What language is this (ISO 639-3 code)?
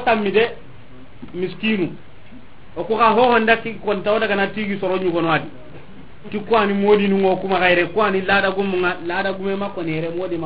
snk